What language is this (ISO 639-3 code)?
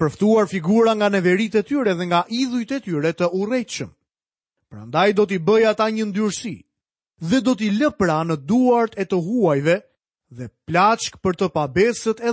sqi